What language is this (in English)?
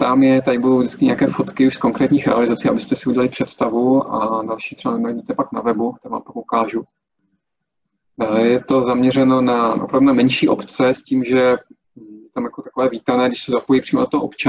Czech